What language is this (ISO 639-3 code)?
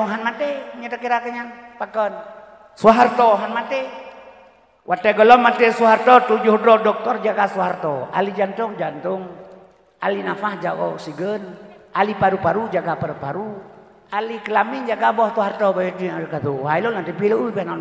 ace